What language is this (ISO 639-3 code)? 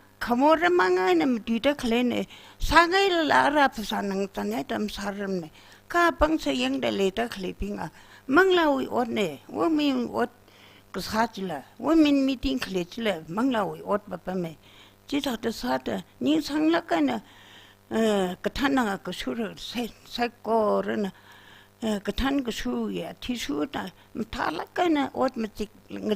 nmf